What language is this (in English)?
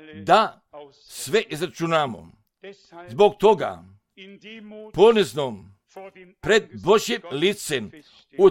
Croatian